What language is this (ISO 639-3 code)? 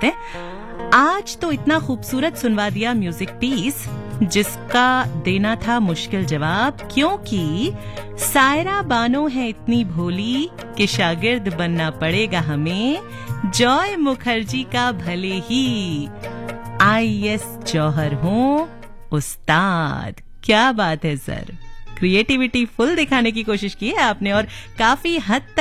hin